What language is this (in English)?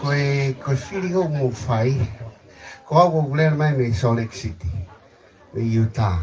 Tongan